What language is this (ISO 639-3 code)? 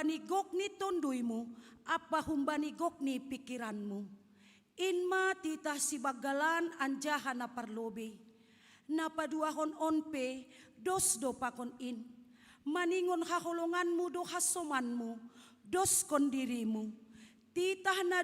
bts